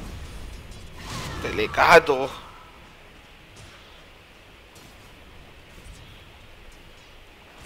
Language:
Filipino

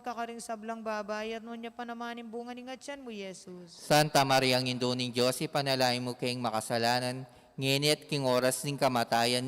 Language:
Pampanga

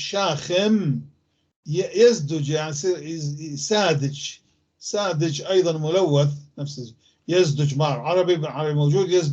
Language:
North Levantine Arabic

